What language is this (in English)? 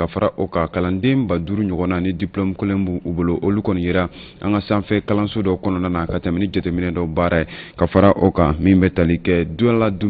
Bambara